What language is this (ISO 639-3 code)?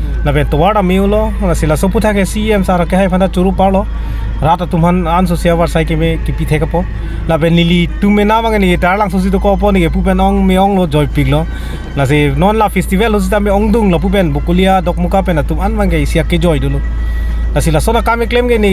mjw